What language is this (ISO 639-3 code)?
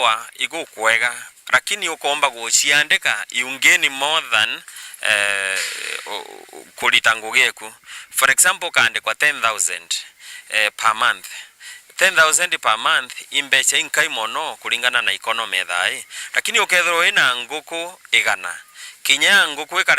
mer